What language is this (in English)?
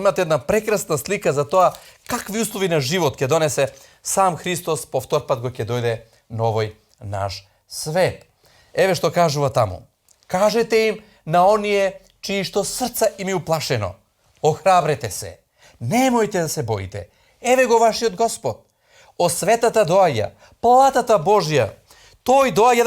Macedonian